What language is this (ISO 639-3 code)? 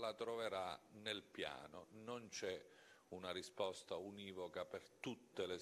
ita